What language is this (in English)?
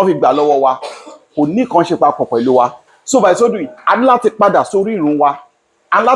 Yoruba